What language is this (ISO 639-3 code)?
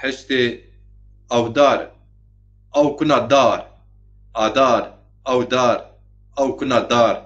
zza